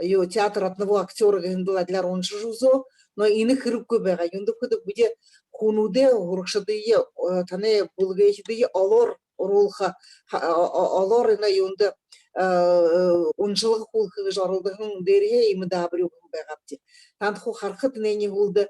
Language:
Buriat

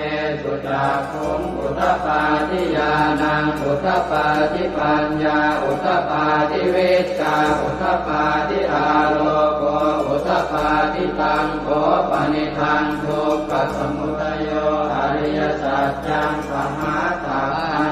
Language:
Pali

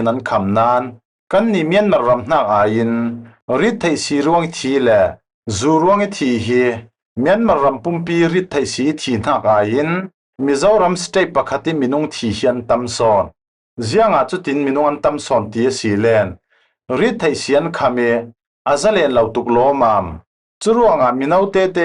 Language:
Falam Chin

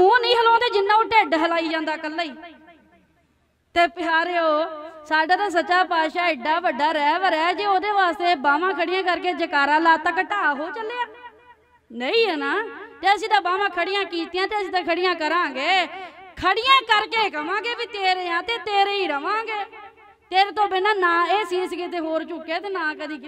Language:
Punjabi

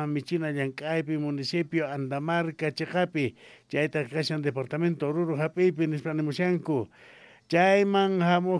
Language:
South Bolivian Quechua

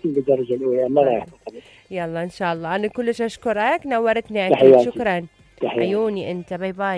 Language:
Mesopotamian Arabic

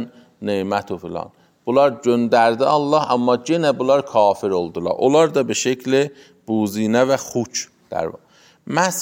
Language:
Azerbaijani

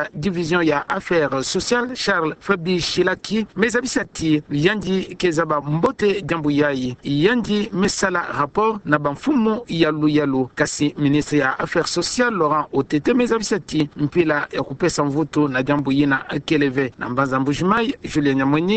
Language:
Kituba (Democratic Republic of Congo)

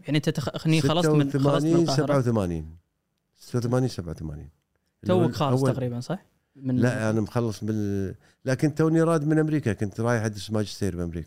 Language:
Gulf Arabic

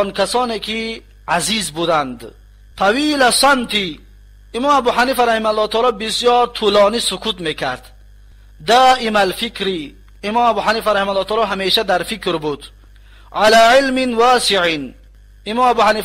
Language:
Tajik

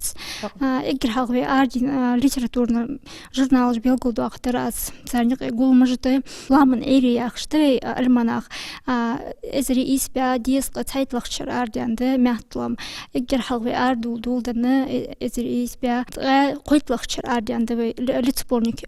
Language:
Ingush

